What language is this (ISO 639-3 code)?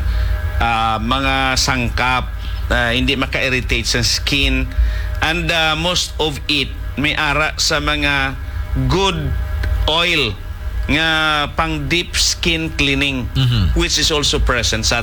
hil